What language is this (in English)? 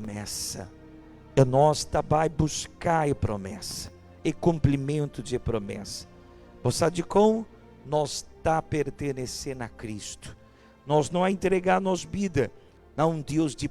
Papiamento